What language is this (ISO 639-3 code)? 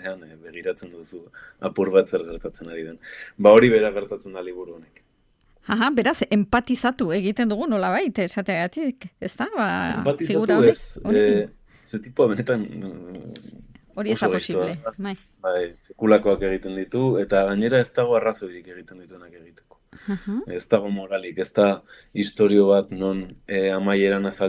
eus